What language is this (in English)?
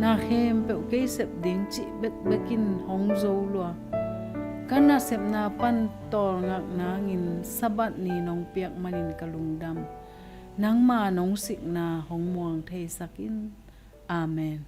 Tedim Chin